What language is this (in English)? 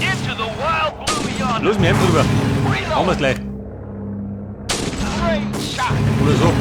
Bavarian